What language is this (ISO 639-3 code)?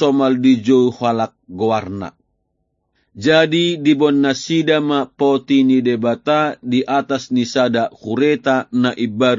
bbc